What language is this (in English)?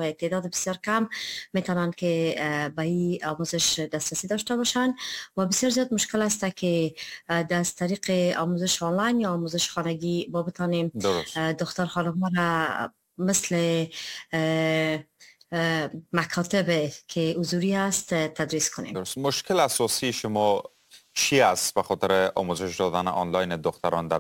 Persian